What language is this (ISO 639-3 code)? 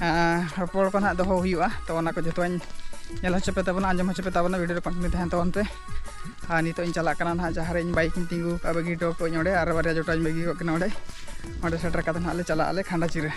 sat